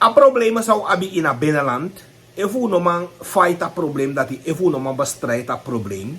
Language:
Sranan Tongo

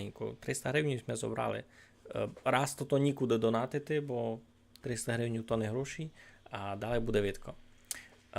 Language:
Rusyn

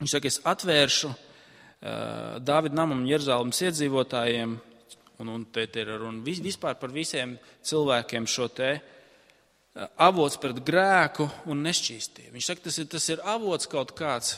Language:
Latvian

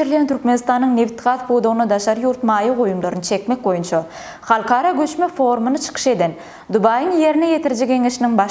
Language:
Turkmen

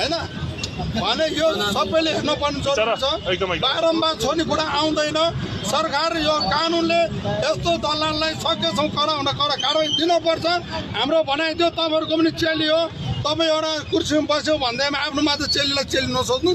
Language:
Nepali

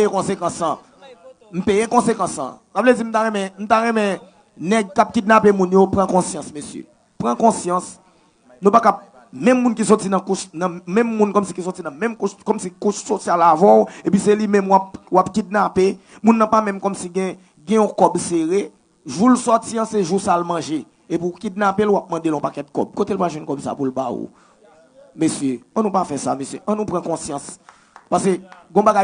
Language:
Haitian Creole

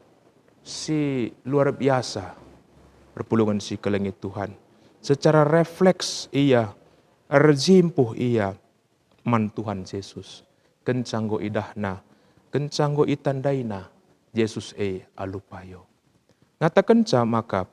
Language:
Batak Karo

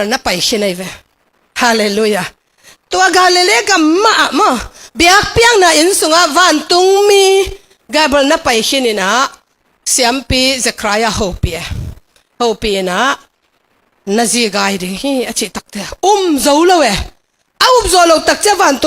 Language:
Tedim Chin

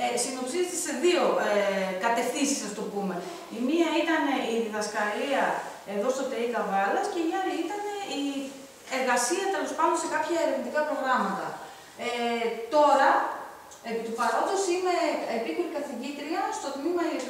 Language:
Greek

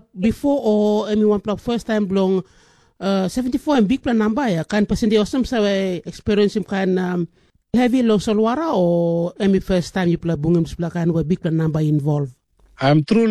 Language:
Tok Pisin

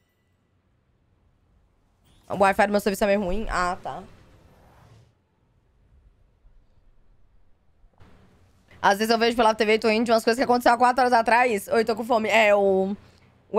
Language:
Portuguese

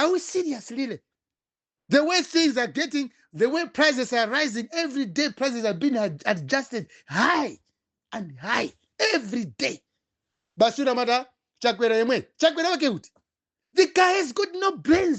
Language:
Nyanja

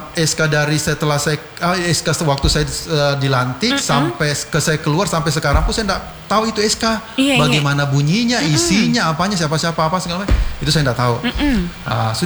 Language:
Indonesian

